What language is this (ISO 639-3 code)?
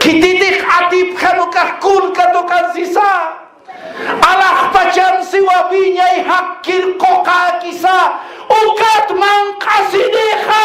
aym